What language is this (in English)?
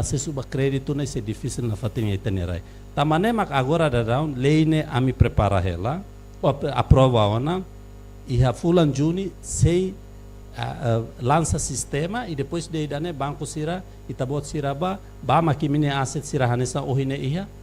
Tetum